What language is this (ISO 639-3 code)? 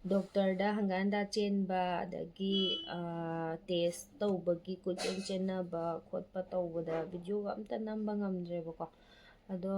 mni